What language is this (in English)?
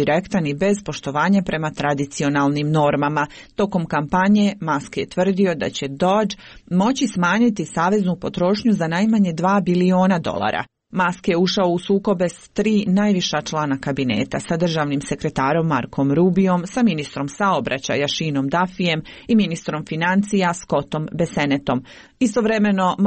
Serbian